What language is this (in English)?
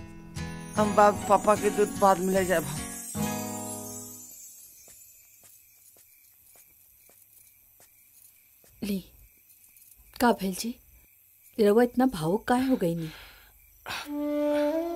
Bhojpuri